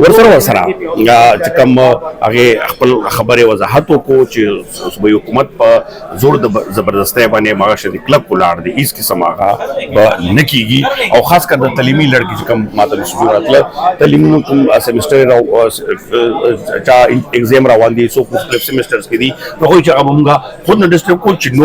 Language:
Pashto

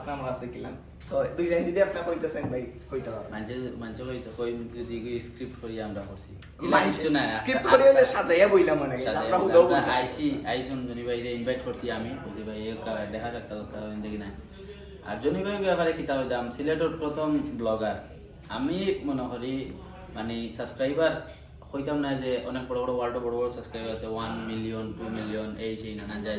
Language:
Sylheti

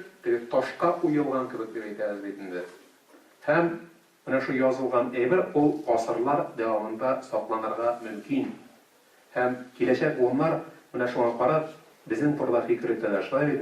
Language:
Tatar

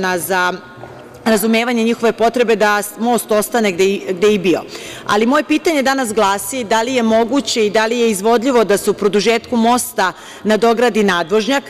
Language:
Serbian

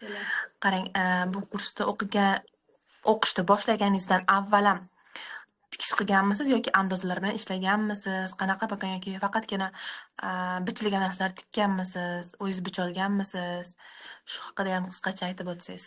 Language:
Uzbek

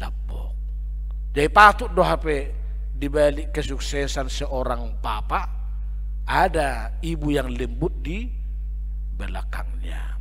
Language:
Batak Toba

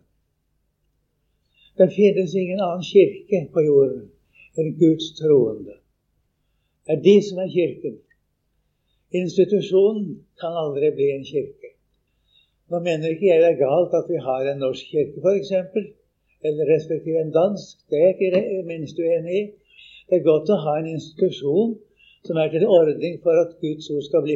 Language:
Norwegian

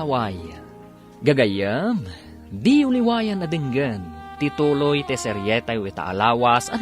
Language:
Iloko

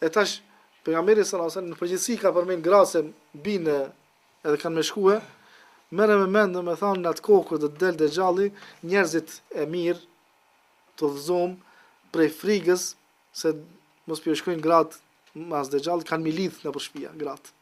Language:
Albanian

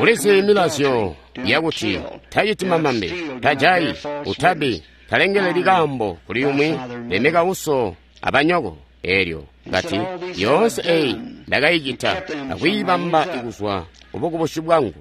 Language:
Tonga (Zambia)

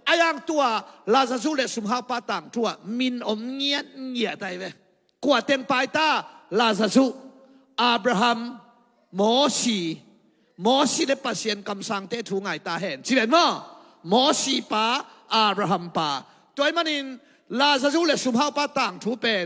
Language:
Tedim Chin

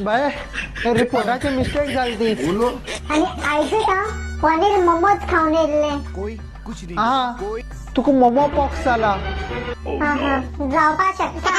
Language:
Konkani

